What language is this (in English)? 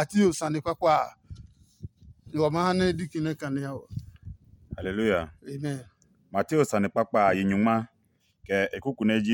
Adangme